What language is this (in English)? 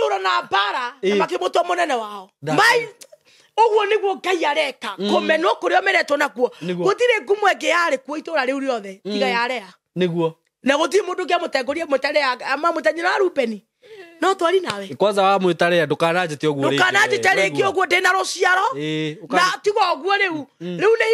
Kikuyu